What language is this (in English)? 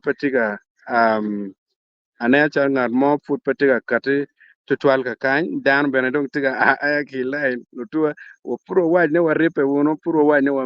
Acoli